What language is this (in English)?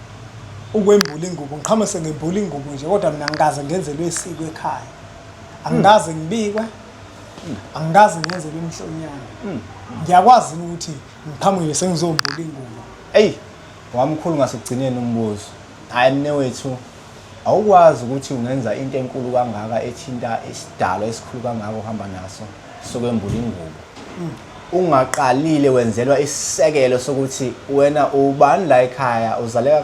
Zulu